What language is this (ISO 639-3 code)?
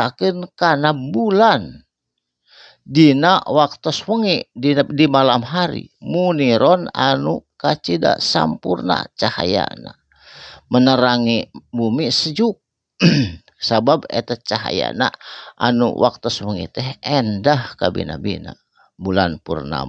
sun